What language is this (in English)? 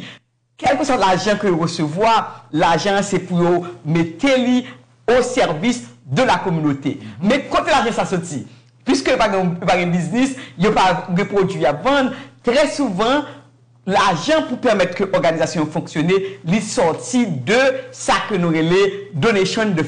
Haitian Creole